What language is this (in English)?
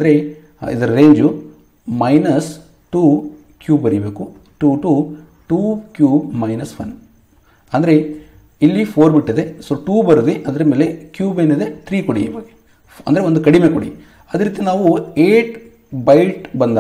Kannada